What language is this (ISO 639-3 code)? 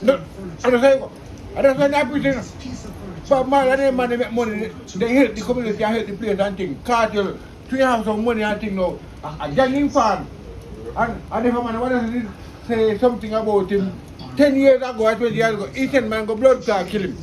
jam